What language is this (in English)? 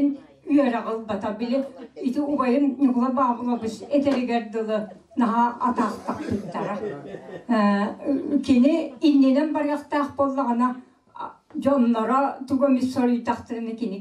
Yakut